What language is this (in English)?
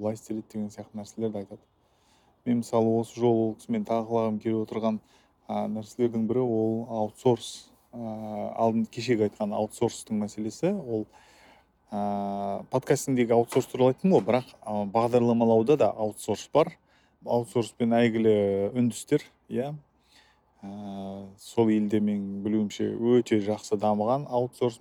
Kazakh